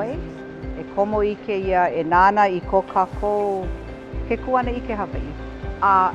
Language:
Hawaiian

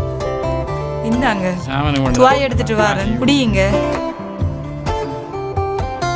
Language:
Tamil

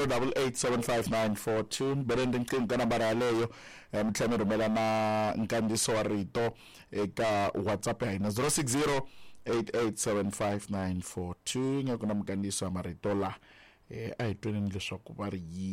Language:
Tsonga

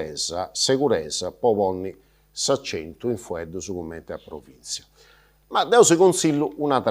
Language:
Sardinian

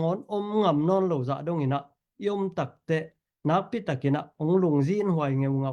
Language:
Tedim Chin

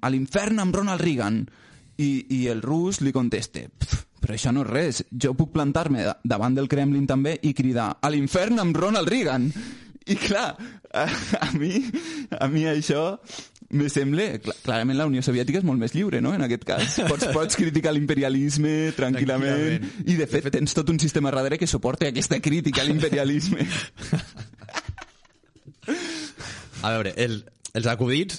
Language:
Catalan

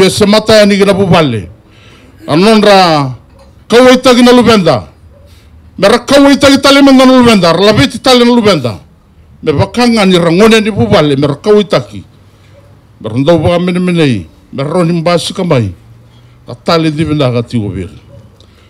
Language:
Fijian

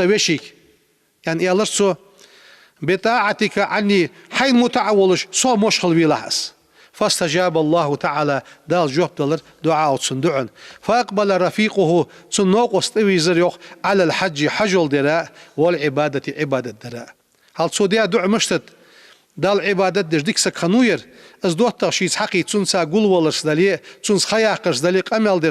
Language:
Ingush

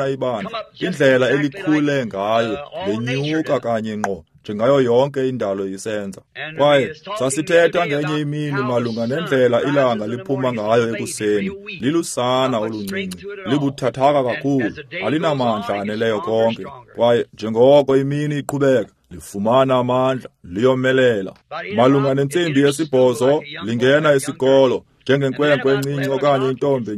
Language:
Xhosa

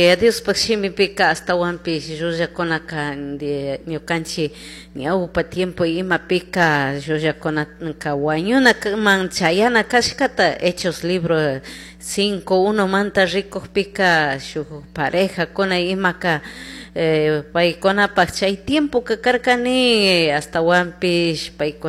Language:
Chimborazo Highland Quichua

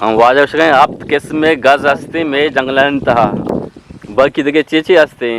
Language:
Eastern Balochi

